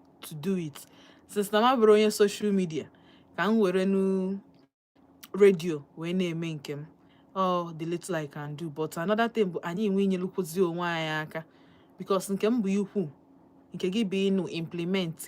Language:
Igbo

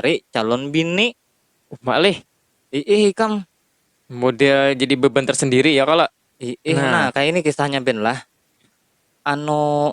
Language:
Banjar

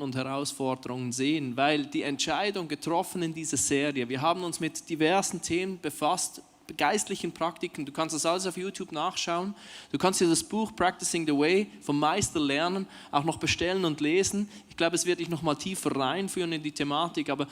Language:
Swiss German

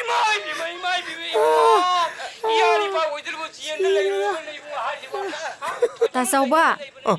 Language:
Manipuri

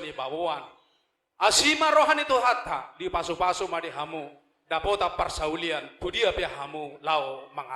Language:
Batak Toba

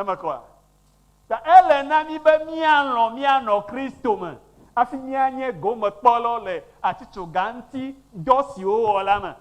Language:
Ewe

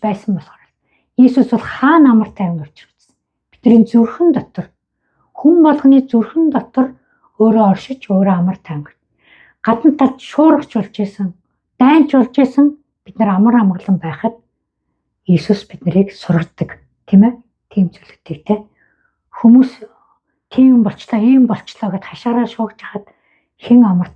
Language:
Mongolian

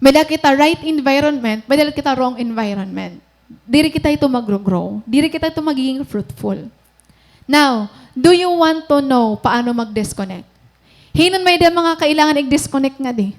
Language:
Waray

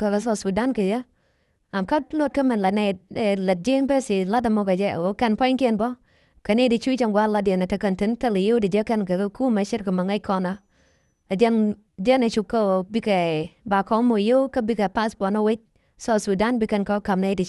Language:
Nuer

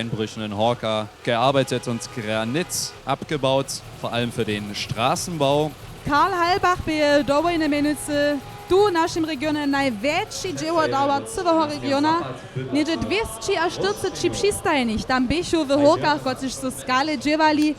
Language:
Upper Sorbian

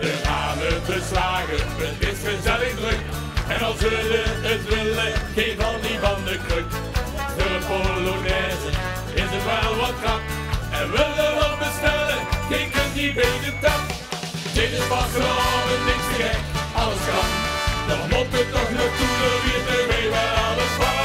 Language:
Limburgish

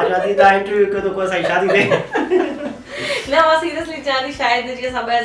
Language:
Sindhi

